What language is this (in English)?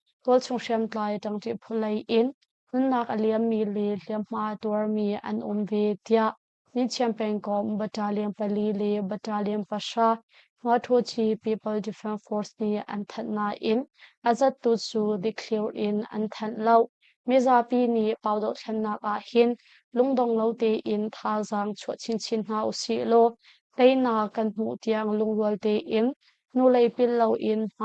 Hakha Chin